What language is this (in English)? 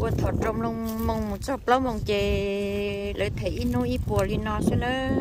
Hmong